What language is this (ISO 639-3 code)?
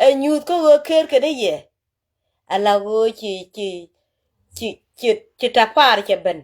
nus